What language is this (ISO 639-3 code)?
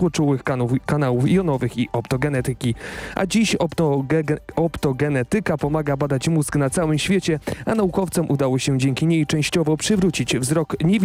pol